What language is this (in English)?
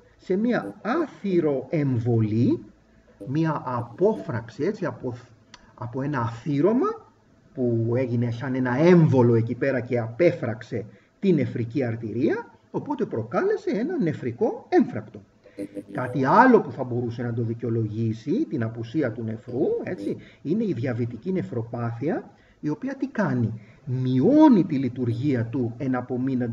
Greek